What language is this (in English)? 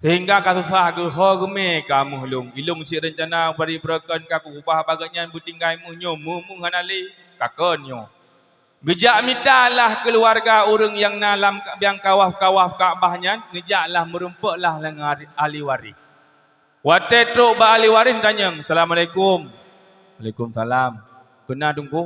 Achinese